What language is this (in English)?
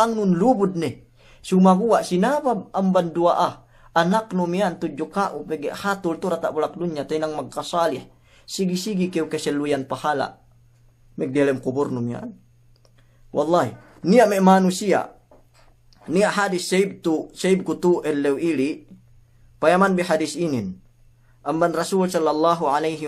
Yakan